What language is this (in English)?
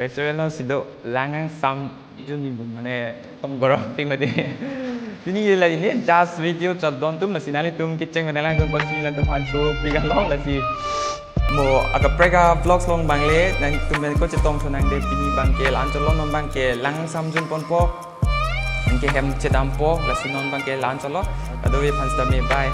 Karbi